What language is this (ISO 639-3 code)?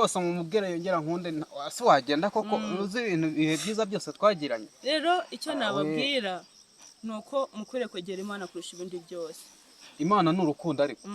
kin